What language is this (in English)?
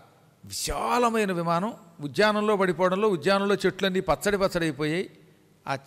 Telugu